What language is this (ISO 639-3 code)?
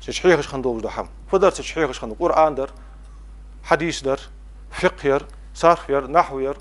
inh